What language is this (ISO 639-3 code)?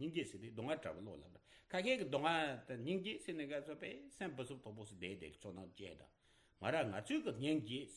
bod